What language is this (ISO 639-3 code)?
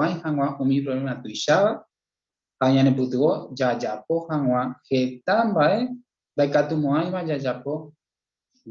grn